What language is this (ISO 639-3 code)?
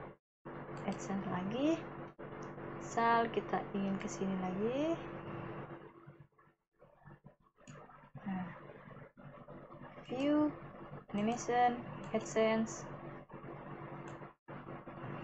ind